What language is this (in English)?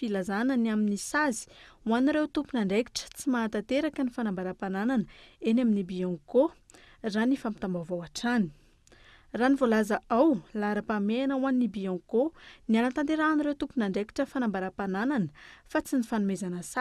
Malagasy